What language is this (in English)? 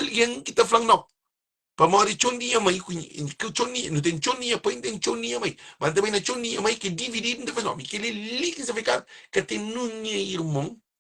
Kabuverdianu